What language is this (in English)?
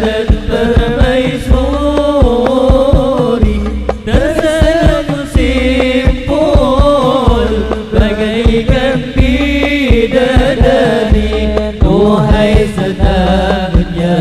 Banjar